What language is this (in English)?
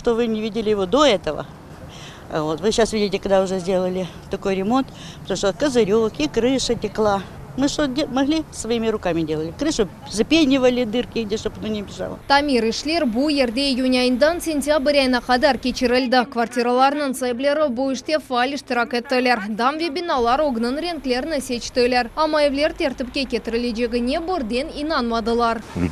Crimean Tatar